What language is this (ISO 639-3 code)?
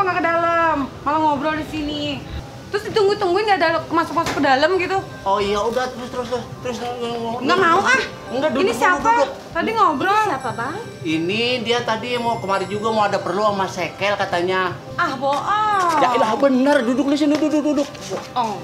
bew